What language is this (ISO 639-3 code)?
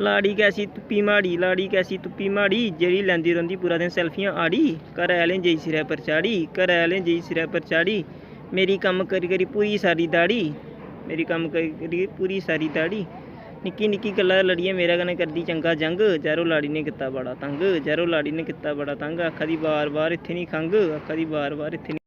doi